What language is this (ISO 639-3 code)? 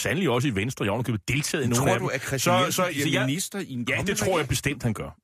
dan